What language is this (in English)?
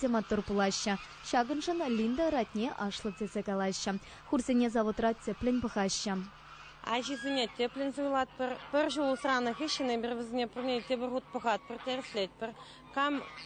Chuvash